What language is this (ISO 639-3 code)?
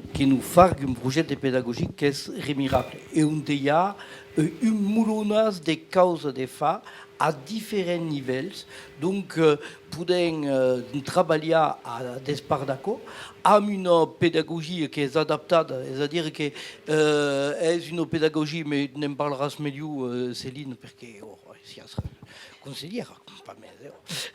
oci